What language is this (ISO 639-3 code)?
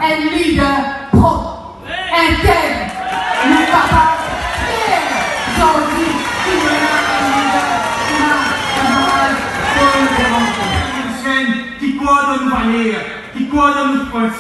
mfe